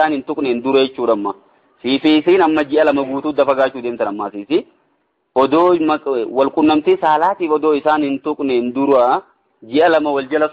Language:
Oromo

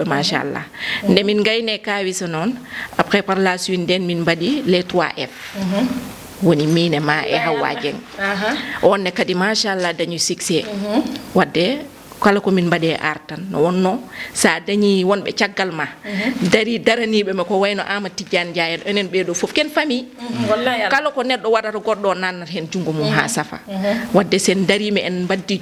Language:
Fula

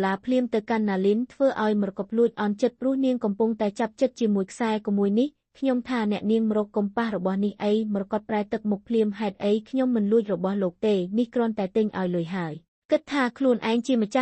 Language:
Khmer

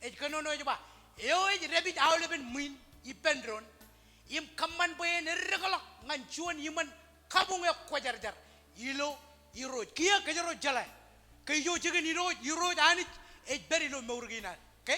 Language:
Marshallese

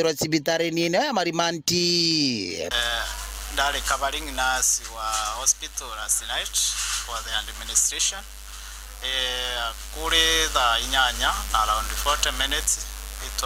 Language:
Meru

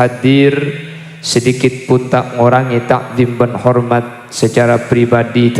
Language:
Madurese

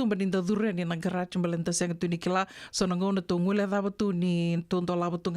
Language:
Fijian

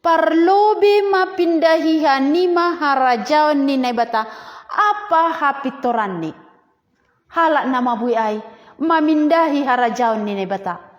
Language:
Batak Simalungun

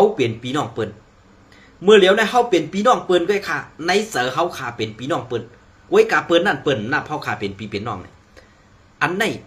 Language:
Shan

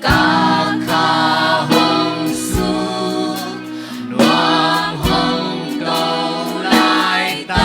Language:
Tedim Chin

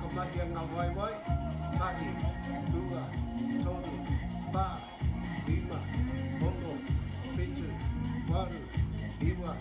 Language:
Māori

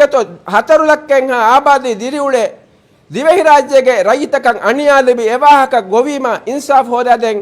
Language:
Divehi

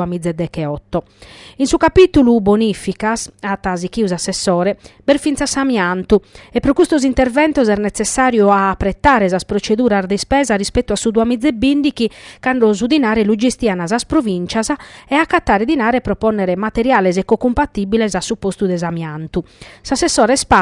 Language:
Sardinian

